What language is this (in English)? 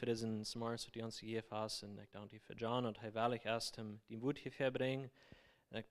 Plautdietsch